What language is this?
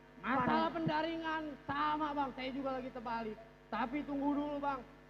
Betawi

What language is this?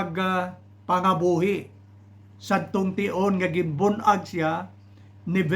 Hiligaynon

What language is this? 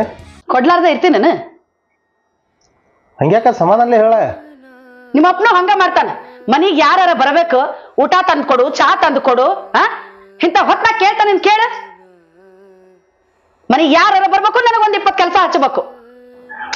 Kannada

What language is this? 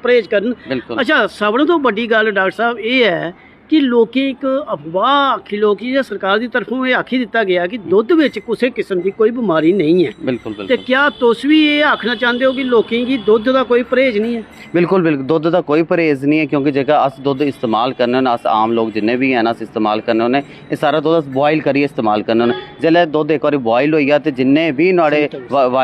Dogri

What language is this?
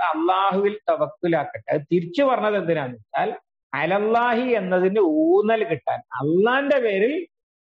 Malayalam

